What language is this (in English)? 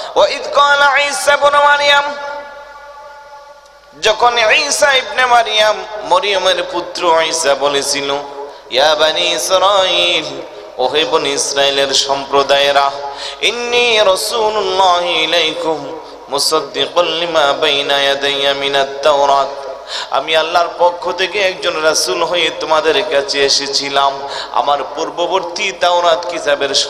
Bangla